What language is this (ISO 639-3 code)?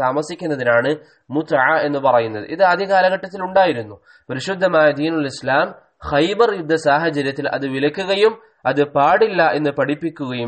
mal